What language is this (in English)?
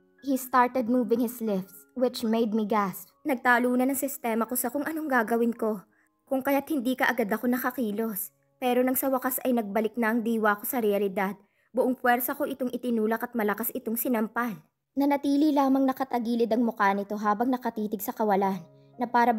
Filipino